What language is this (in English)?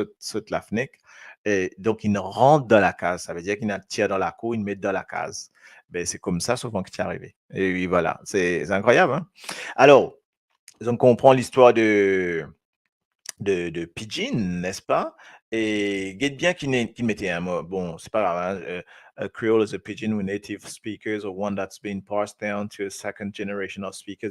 Morisyen